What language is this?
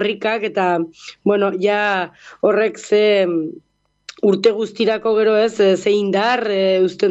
Basque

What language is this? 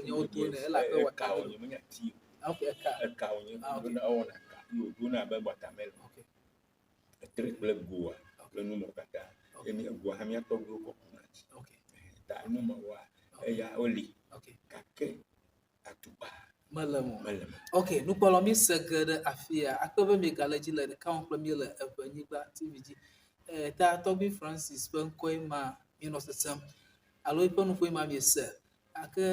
Ewe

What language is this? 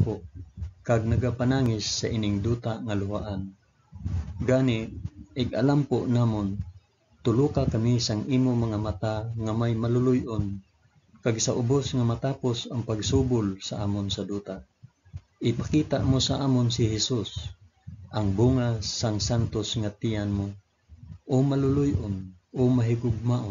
Hiligaynon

